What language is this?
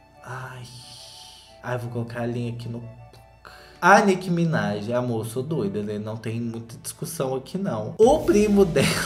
Portuguese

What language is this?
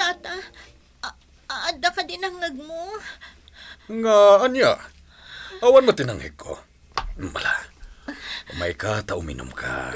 Iloko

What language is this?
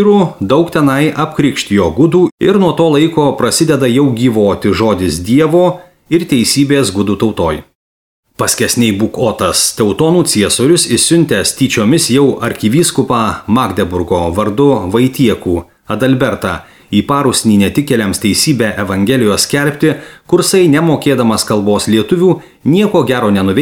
Lithuanian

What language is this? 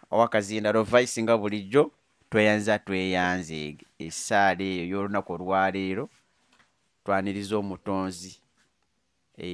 Ganda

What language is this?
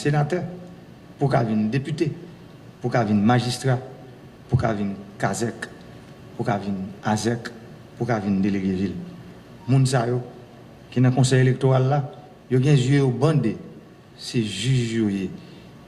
Haitian Creole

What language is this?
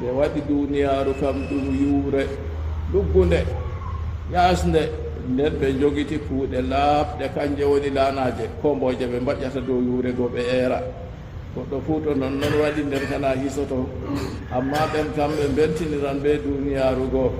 Fula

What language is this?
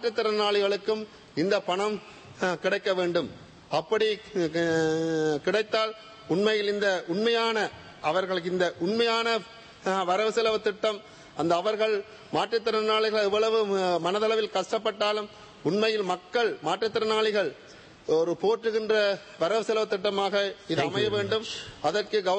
Tamil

